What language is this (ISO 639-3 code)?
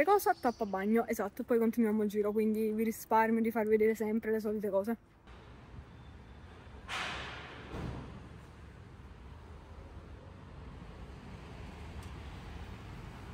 ita